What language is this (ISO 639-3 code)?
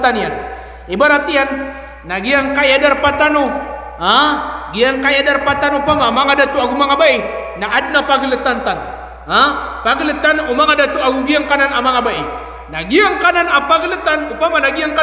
mrw